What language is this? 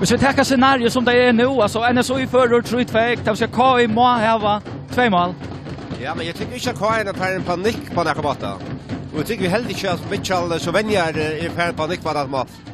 Faroese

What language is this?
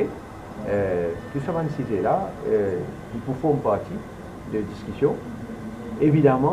Morisyen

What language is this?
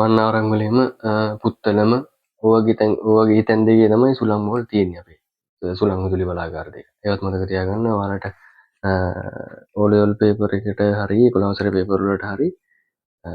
Sinhala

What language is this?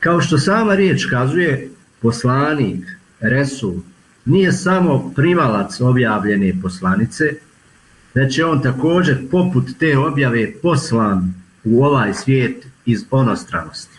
Bosnian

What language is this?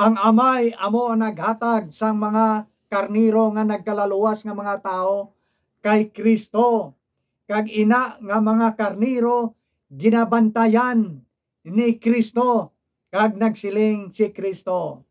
Hiligaynon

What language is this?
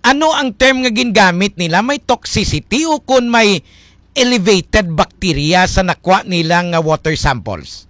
Hiligaynon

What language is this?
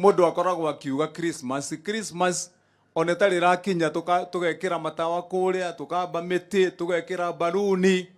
Kikuyu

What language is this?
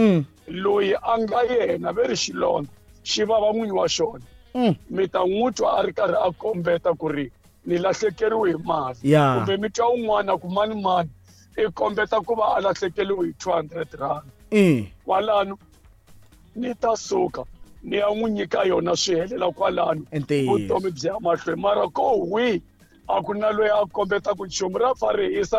Tsonga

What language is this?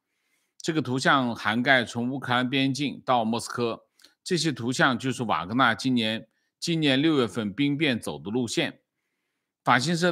Chinese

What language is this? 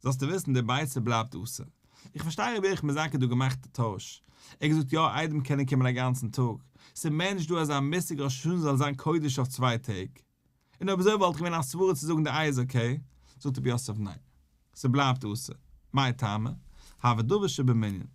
Yiddish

